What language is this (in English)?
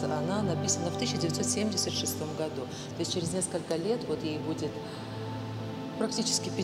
Russian